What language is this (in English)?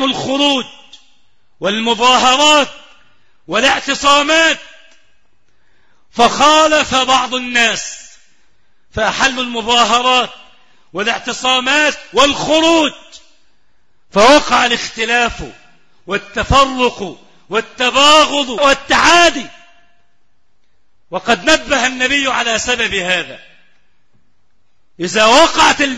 Arabic